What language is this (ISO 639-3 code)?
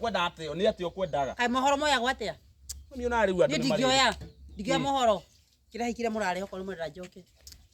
kik